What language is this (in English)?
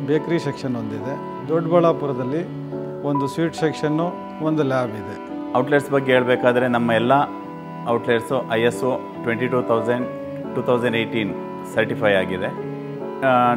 Kannada